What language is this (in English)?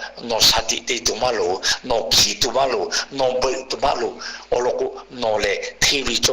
Lahu